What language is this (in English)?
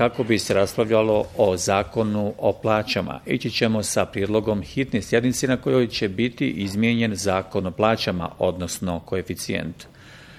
Bosnian